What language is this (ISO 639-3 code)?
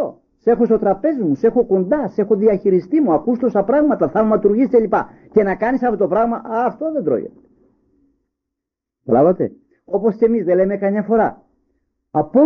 ell